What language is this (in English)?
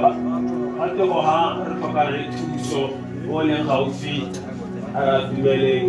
Tswana